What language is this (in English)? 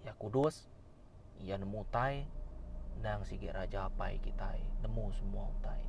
Iban